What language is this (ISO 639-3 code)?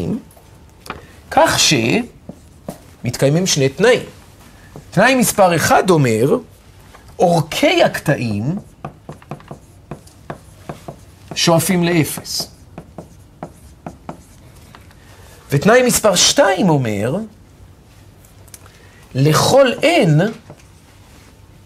heb